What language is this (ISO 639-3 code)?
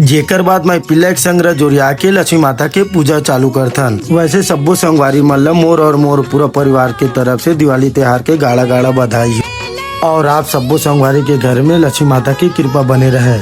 hne